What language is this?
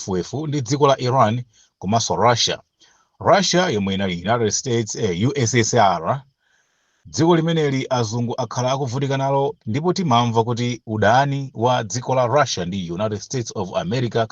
Nyanja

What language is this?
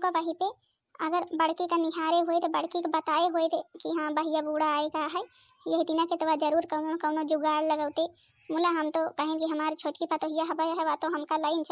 Awadhi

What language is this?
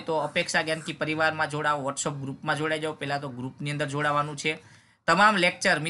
Gujarati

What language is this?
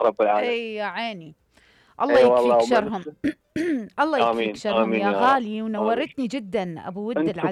Mesopotamian Arabic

